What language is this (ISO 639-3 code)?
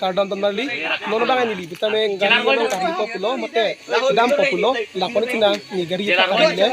mjw